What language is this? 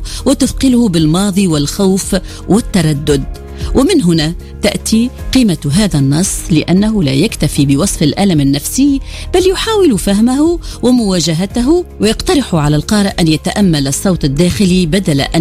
Tunisian Arabic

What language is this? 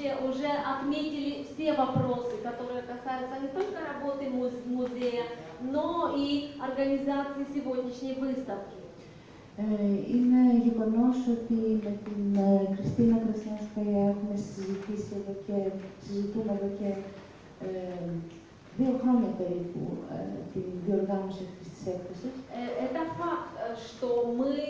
Greek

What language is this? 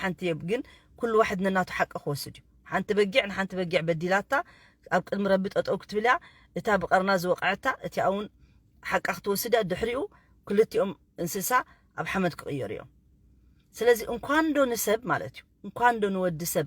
Tigrinya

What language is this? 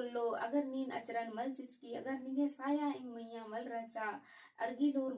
Kurukh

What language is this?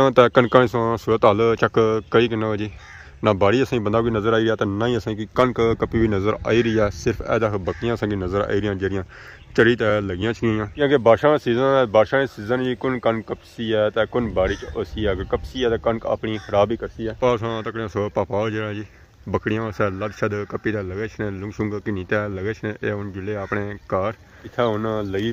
Pahari-Potwari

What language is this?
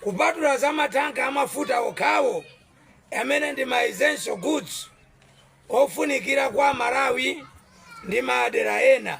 Nyanja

